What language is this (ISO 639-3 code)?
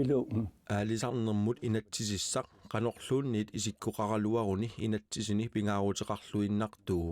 kal